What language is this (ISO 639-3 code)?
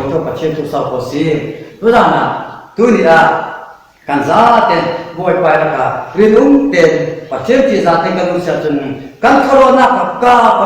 cfm